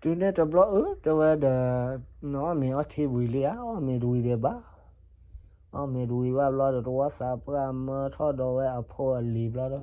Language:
S'gaw Karen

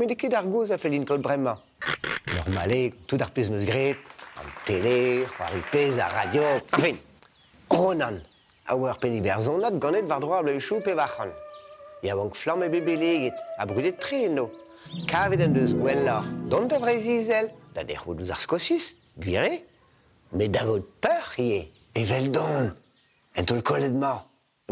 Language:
Breton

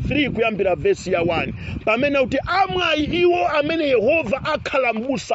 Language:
Nyanja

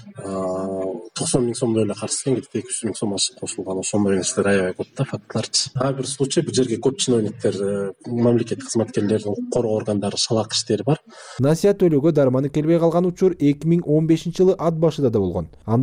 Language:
Kyrgyz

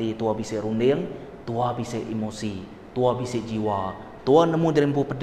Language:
Iban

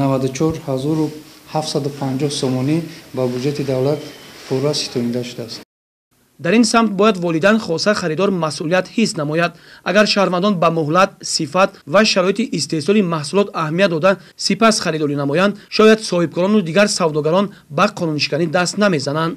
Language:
Tajik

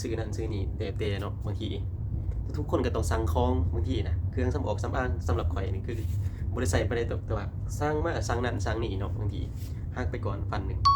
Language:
Lao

